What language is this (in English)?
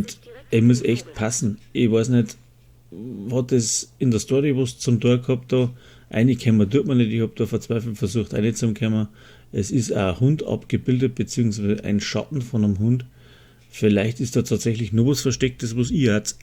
Bavarian